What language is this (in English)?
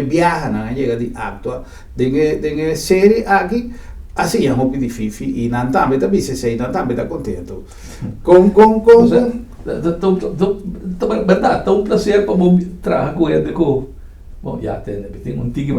Papiamento